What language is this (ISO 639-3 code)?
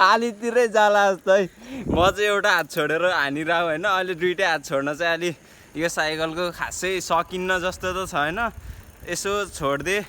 nep